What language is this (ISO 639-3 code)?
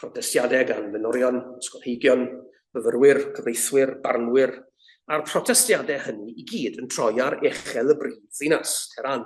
cym